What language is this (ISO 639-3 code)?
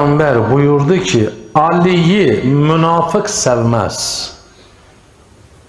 tur